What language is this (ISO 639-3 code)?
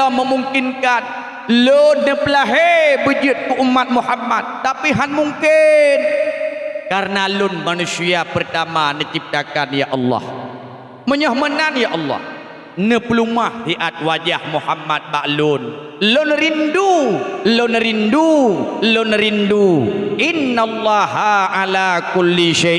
ace